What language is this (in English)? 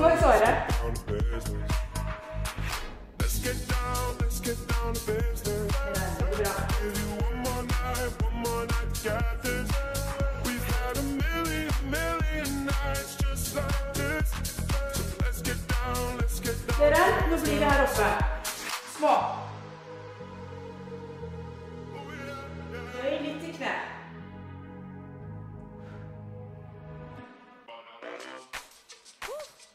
Norwegian